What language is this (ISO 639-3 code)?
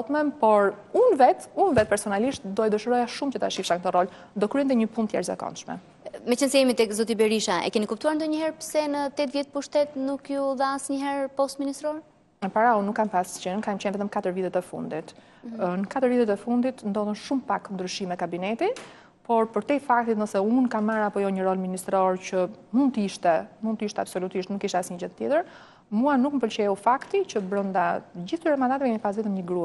sqi